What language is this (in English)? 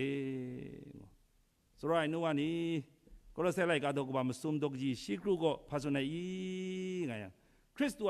Kachin